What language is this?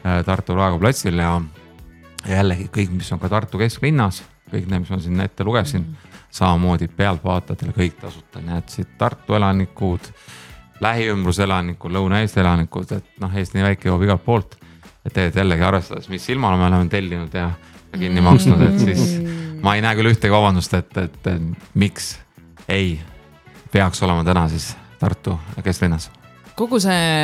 Estonian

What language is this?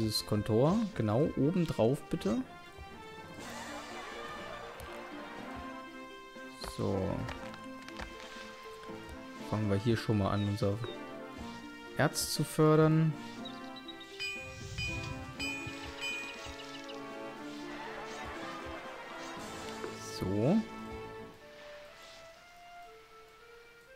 German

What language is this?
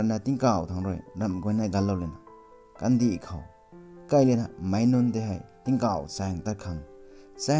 Rongmei Naga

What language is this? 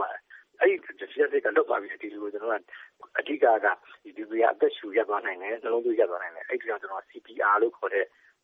Burmese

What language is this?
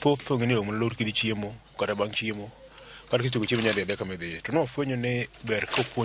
Luo (Kenya and Tanzania)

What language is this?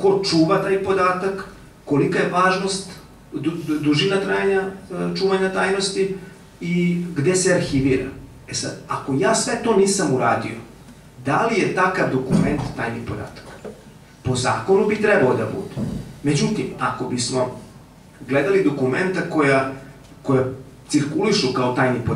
Serbian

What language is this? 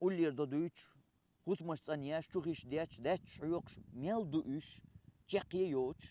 Chechen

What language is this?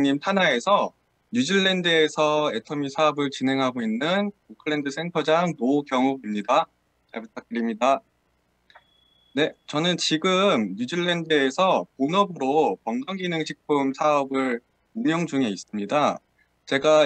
Korean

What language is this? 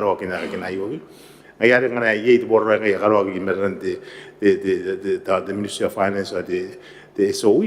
Gilbertese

